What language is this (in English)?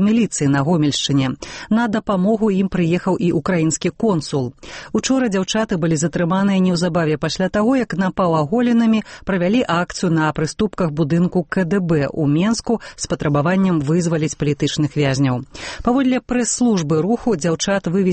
Belarusian